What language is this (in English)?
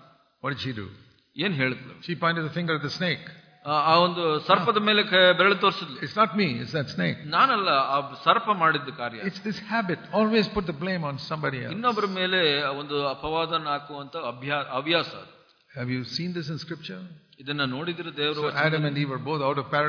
Kannada